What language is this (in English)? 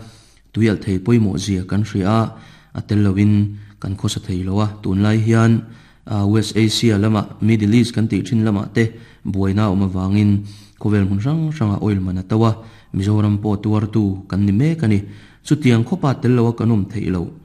Mizo